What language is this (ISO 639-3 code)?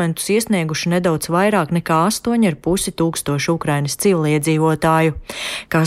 lav